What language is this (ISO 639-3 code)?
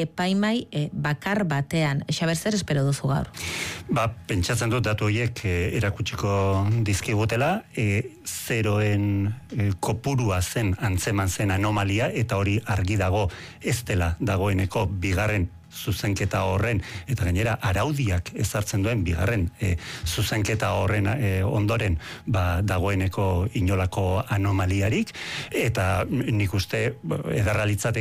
eus